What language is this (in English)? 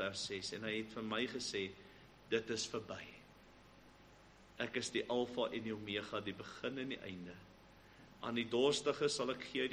Afrikaans